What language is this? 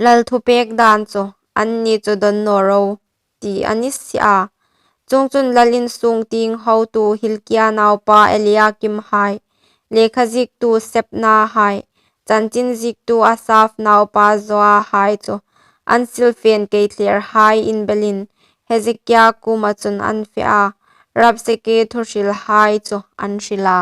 Hmar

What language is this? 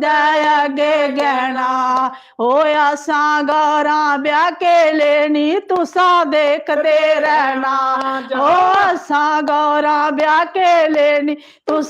Dogri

